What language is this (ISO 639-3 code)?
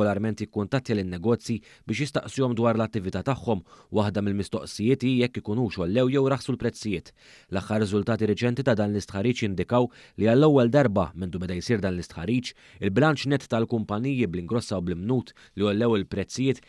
mlt